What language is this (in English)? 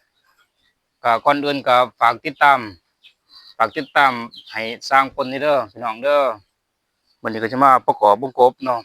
Lao